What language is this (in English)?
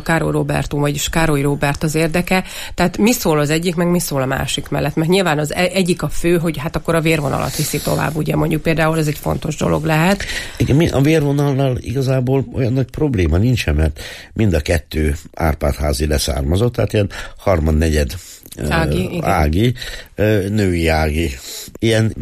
Hungarian